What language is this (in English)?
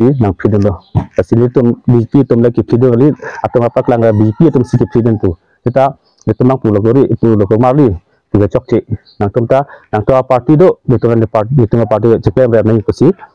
Karbi